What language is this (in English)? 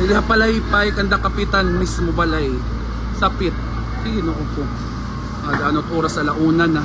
Waray